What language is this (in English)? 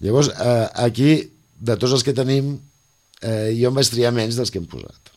Catalan